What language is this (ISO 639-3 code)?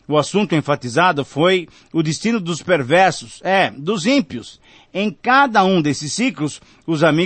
por